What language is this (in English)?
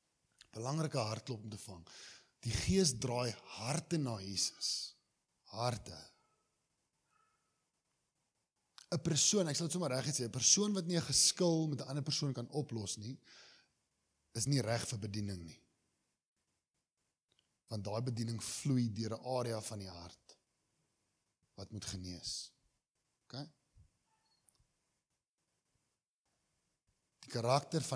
Afrikaans